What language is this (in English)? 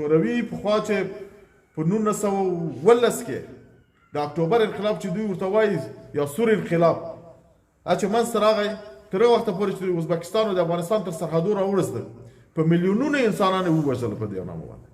Pashto